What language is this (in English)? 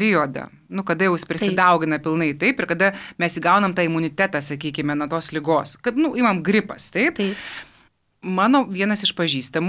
Lithuanian